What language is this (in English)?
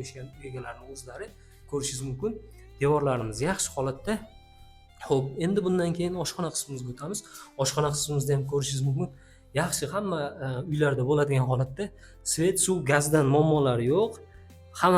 Uzbek